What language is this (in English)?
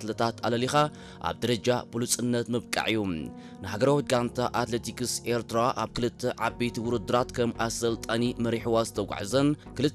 Tigrinya